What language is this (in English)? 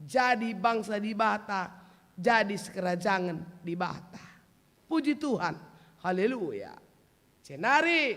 Batak Karo